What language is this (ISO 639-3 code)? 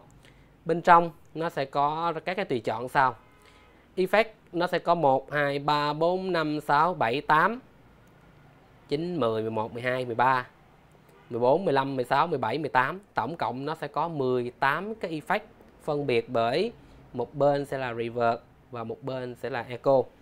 vie